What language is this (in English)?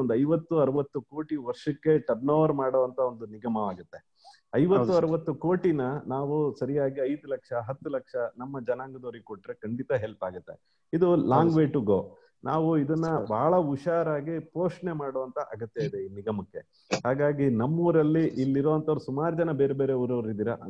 Kannada